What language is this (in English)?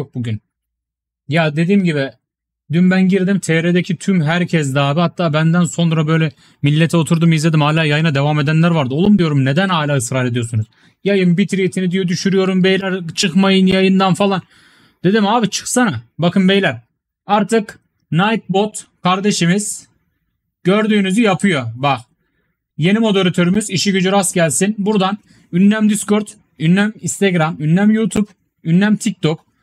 Turkish